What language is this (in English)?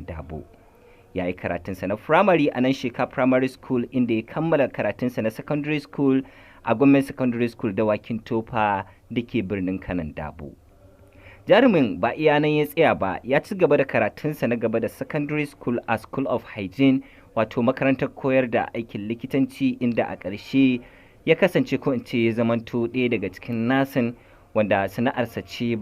Hausa